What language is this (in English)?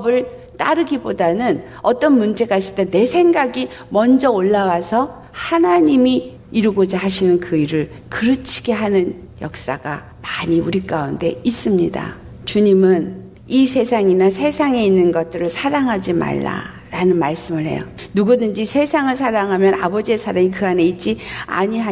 Korean